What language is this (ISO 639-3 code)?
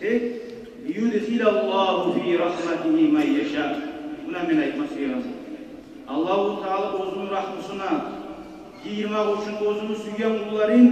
kum